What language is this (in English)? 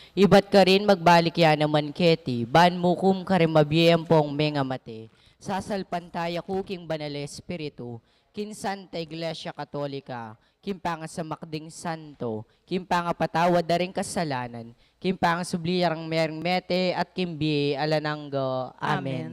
Pampanga